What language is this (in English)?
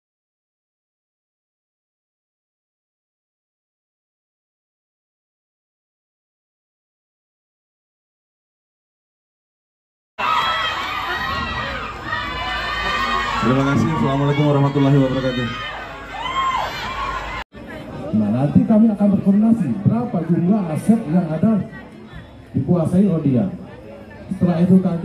Indonesian